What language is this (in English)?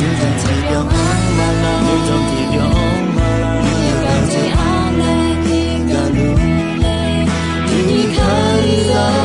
Akha